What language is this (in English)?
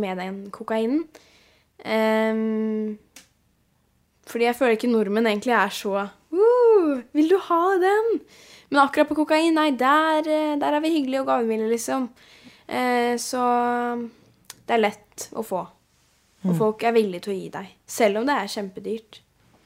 Norwegian